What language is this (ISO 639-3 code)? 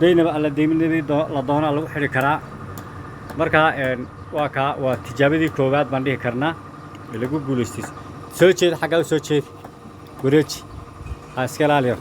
som